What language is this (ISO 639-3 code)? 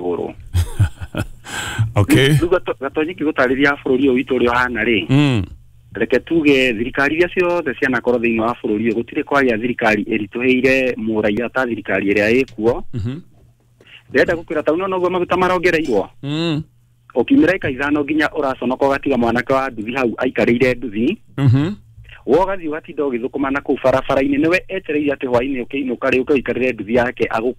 kik